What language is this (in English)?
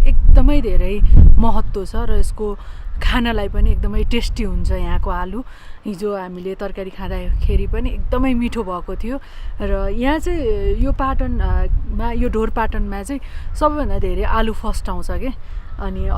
Nepali